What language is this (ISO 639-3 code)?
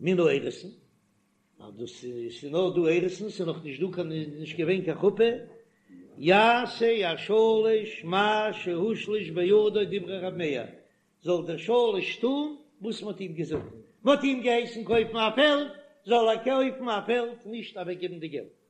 yid